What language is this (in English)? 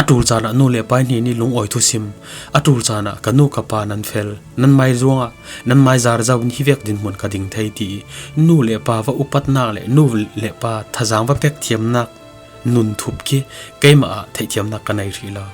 Falam Chin